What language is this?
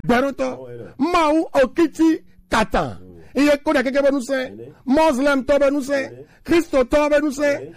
Gen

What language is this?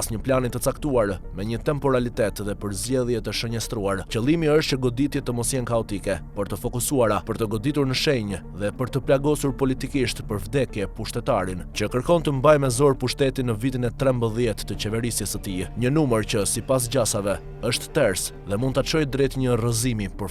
Albanian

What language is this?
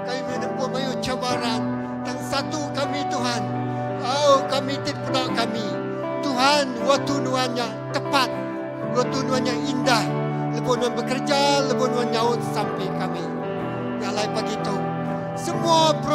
Iban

